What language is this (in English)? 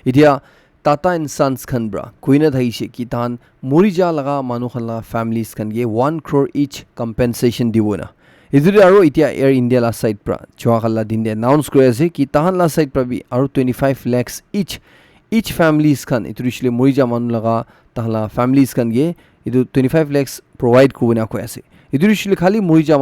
Naga Pidgin